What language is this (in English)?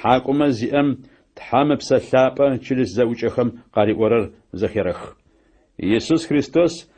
Adyghe